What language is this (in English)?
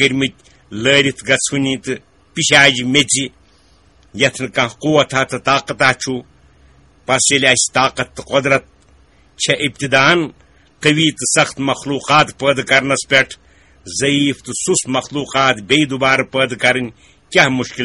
Kashmiri